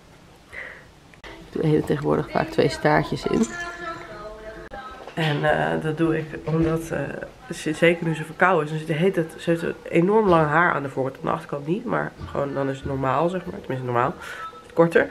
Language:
Dutch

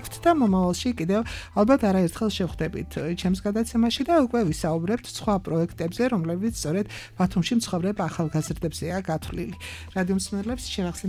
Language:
Georgian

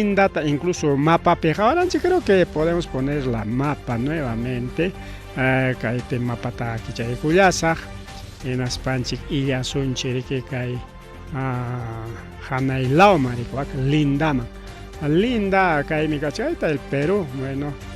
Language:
Ayacucho Quechua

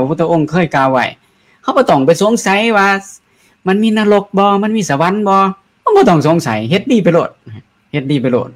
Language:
Lao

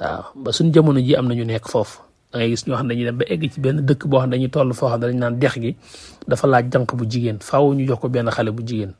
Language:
Wolof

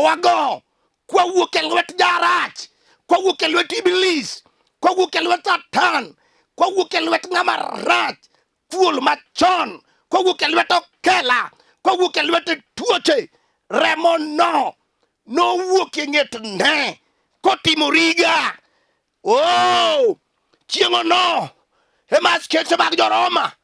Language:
Luo (Kenya and Tanzania)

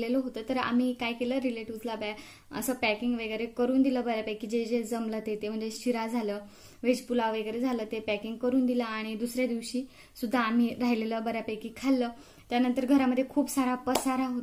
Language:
Marathi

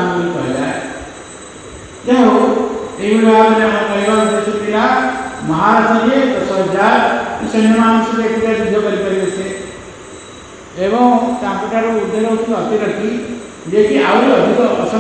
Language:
Odia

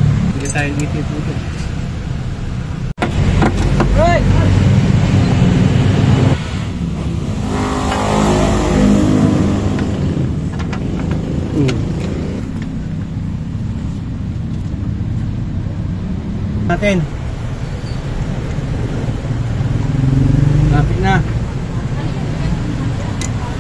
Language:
Filipino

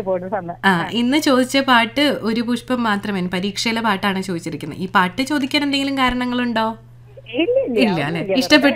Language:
Malayalam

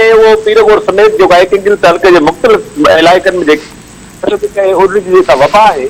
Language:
Sindhi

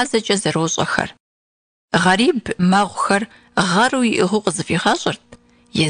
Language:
Kabardian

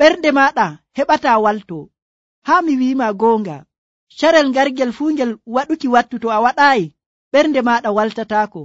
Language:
Nigerian Fulfulde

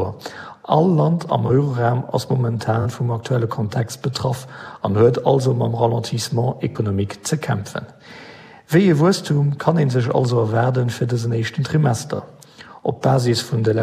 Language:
Luxembourgish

